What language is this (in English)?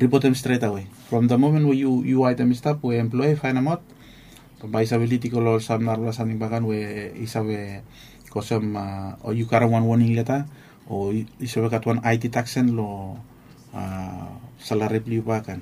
Bislama